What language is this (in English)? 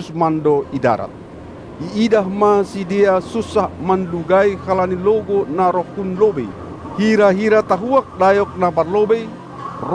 Batak Simalungun